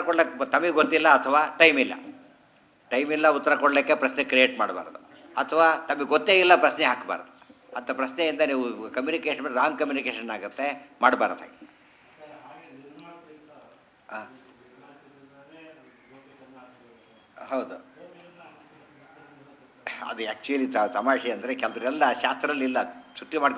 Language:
Kannada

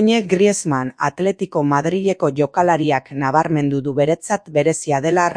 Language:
Basque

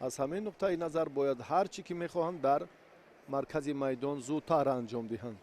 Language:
Tajik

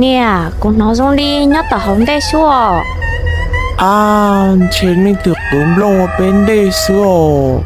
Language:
Hmong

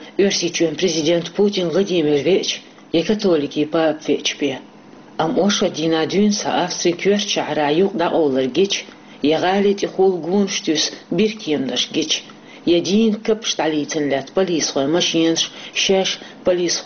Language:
Chechen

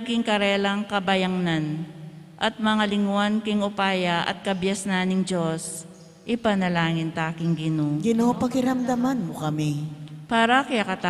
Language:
Pampanga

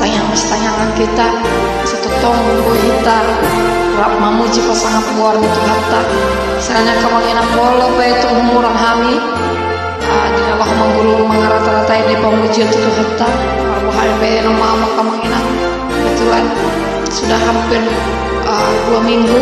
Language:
Batak Toba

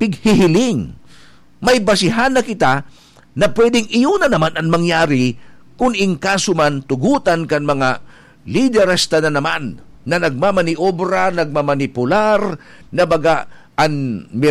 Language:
Bikol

